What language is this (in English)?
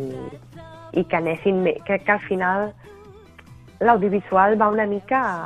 Catalan